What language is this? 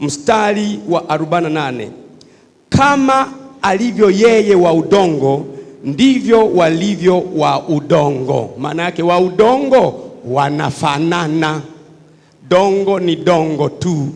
Swahili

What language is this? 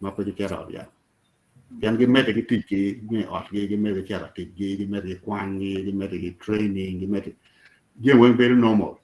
Acoli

